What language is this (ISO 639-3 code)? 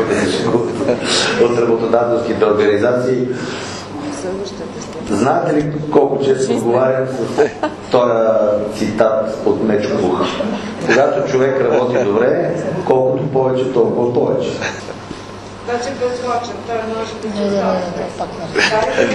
bul